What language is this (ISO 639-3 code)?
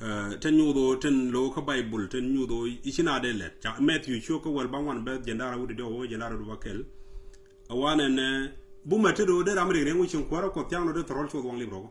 nus